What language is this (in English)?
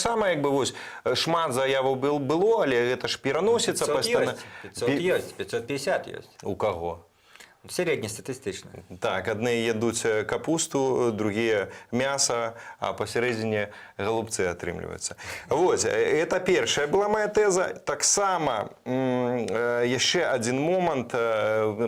Belarusian